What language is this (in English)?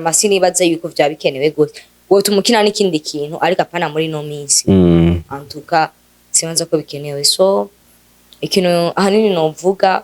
Rundi